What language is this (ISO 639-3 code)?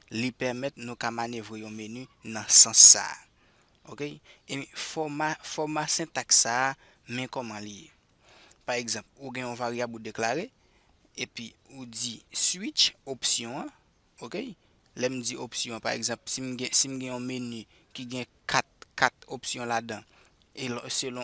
hat